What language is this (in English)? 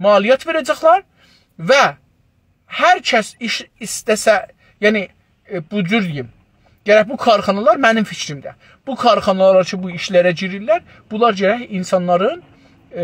South Azerbaijani